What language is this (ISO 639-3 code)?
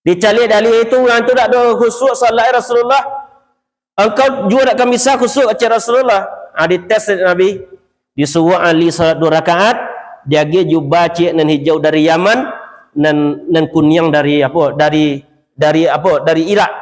min